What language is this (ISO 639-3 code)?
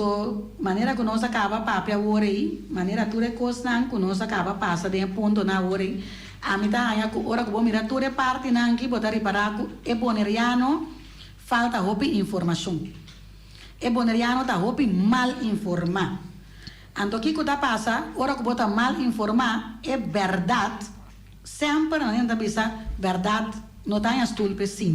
pap